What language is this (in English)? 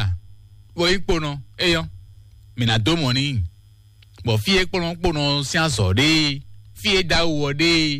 Fon